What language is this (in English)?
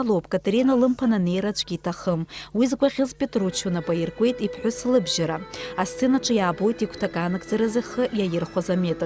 Abkhazian